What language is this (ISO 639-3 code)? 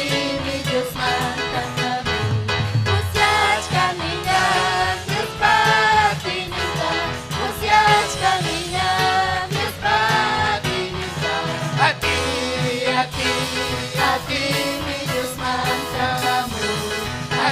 quy